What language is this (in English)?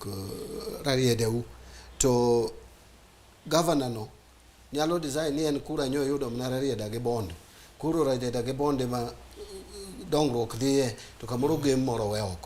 Luo (Kenya and Tanzania)